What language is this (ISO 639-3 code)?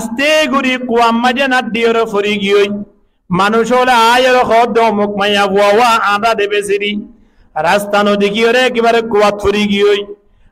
rhg